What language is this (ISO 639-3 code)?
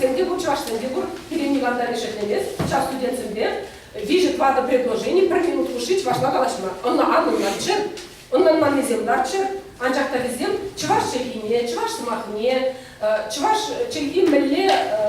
chv